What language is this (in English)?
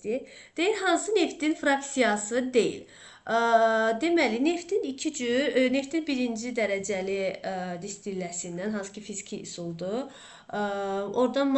Azerbaijani